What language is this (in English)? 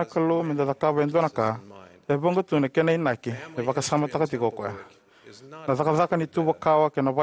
Fijian